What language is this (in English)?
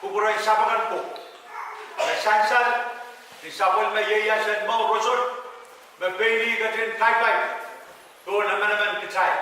Pohnpeian